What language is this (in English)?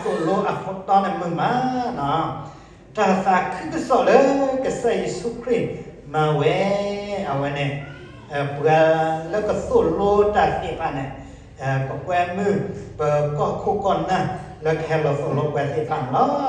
S'gaw Karen